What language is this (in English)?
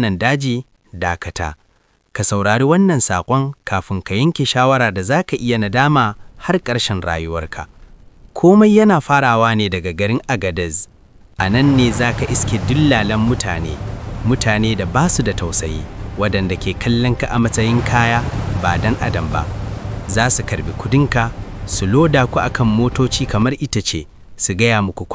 Hausa